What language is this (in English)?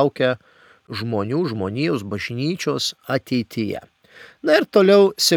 Lithuanian